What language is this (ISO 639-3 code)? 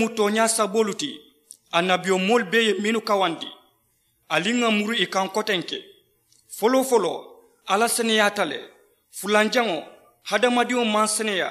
man